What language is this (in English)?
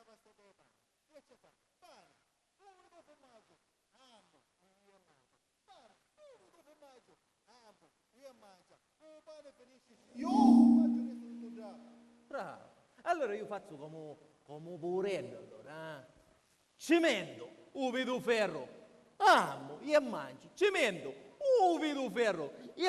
Sicilian